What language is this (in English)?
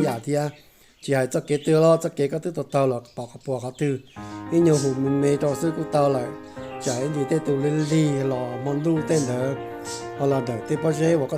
Hmong